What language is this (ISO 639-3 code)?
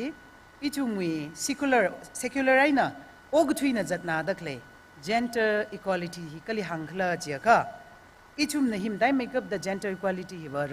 nmf